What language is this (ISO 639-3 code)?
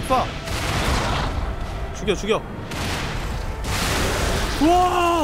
kor